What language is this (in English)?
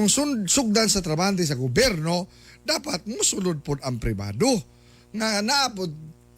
Cebuano